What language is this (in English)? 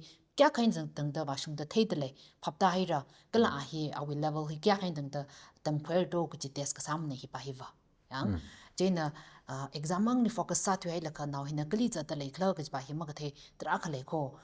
Tangkhul Naga (India)